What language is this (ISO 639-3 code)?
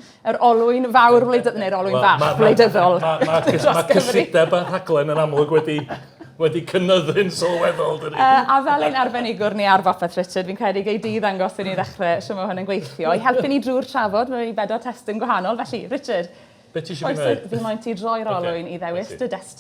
cym